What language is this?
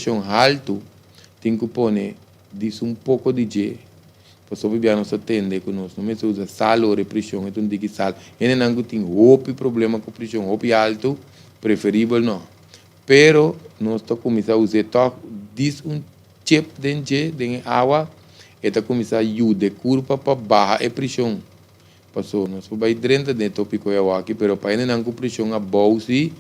Papiamento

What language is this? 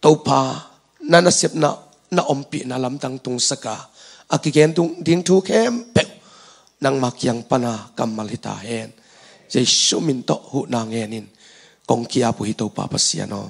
Tedim Chin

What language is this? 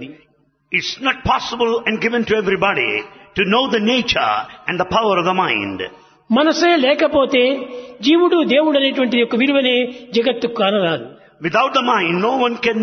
Telugu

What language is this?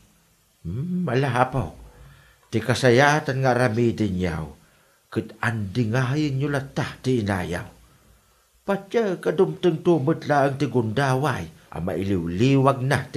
Iloko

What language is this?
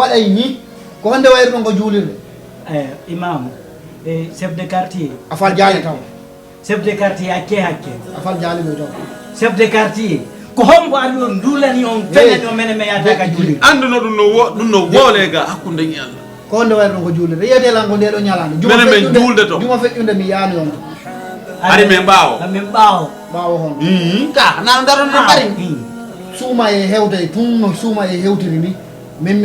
Fula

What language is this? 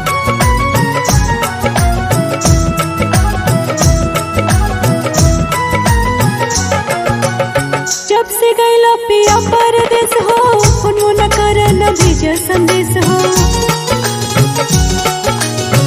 Bhojpuri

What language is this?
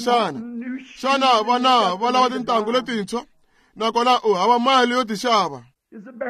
Tsonga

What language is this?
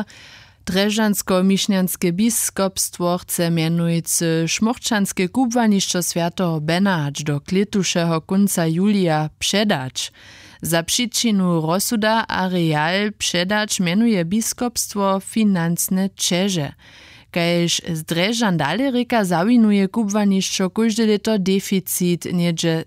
Upper Sorbian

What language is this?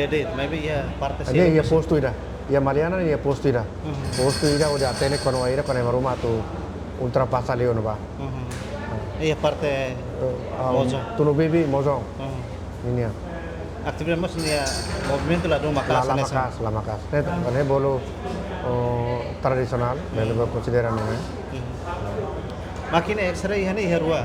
Tetum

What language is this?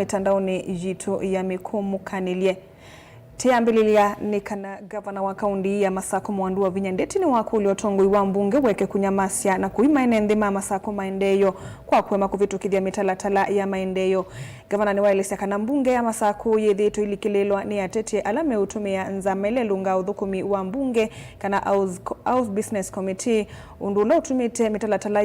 Kamba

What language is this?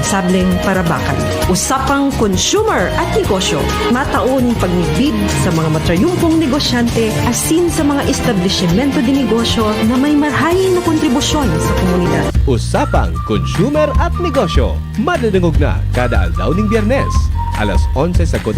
Bikol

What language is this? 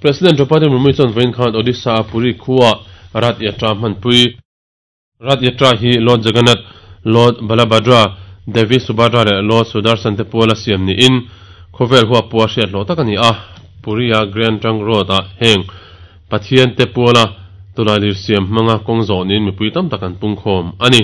Mizo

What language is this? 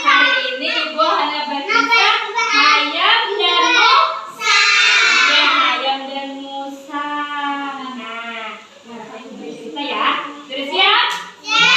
Banjar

